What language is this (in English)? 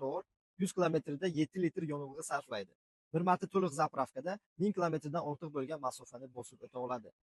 Uzbek